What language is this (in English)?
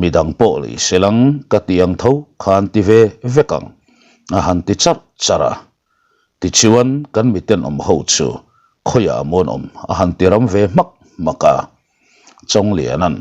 Mizo